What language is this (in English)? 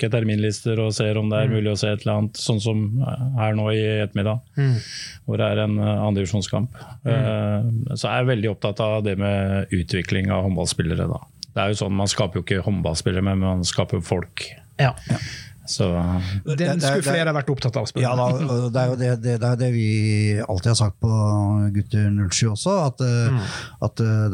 Norwegian